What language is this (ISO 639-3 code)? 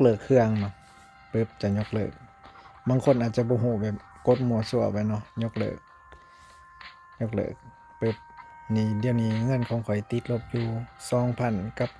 lao